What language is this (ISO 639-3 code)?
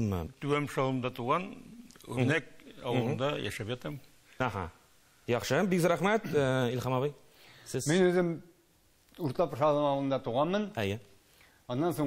tat